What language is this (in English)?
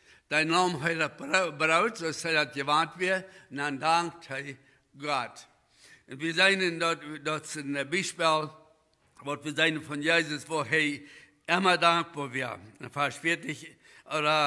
Plautdietsch